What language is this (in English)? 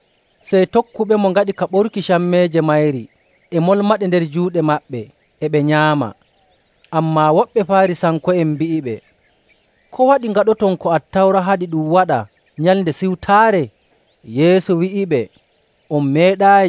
Nigerian Fulfulde